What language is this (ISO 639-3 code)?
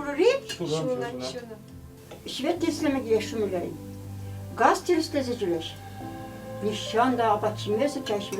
chv